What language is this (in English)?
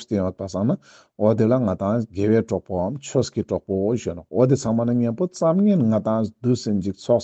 Ladakhi